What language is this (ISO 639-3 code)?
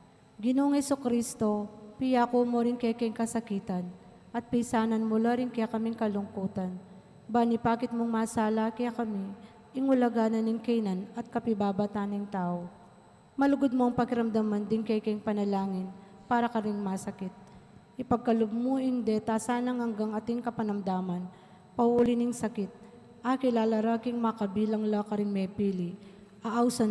pam